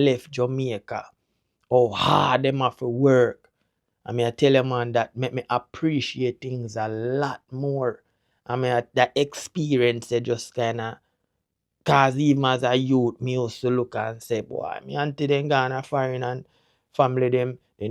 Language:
Jamaican Creole English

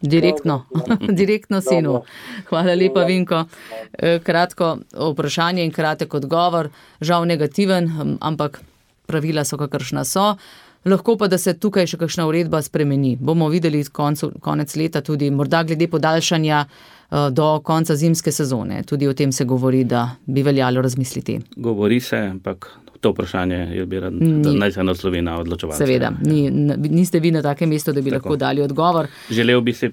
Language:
Slovenian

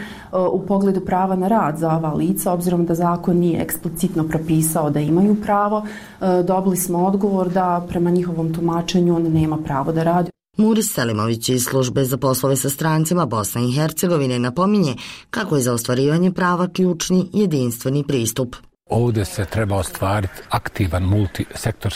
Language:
Bosnian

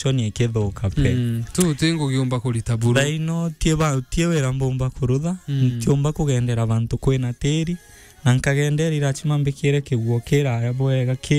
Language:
Meru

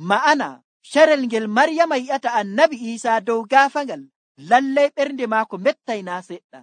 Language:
Nigerian Fulfulde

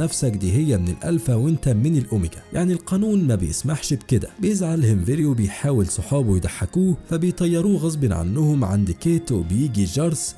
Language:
Egyptian Arabic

